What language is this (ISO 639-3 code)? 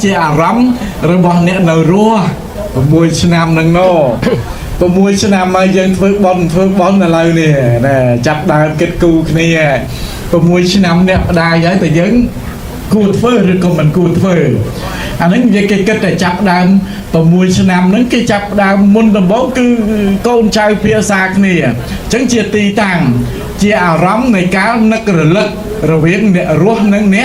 khm